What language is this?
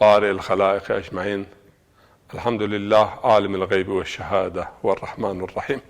Zaza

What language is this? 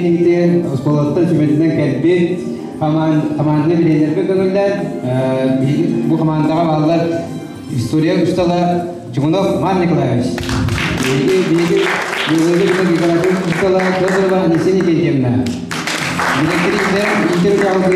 Yakut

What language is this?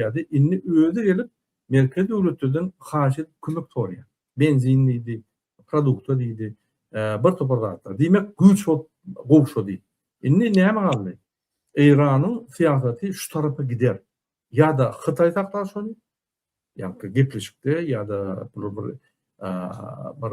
Turkmen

